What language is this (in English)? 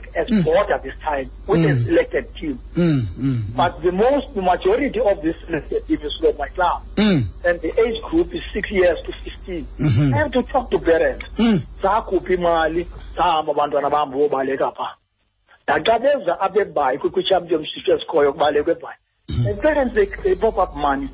Xhosa